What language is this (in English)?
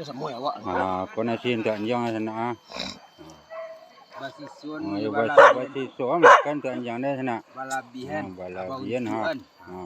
Minangkabau